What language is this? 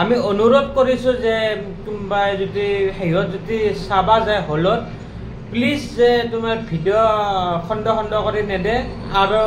Assamese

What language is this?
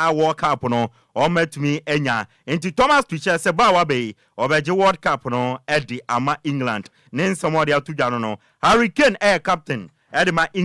Akan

